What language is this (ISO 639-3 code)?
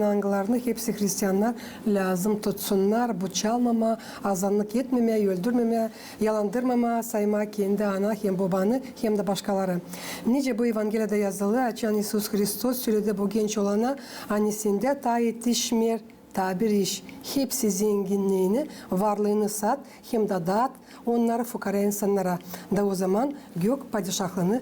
gag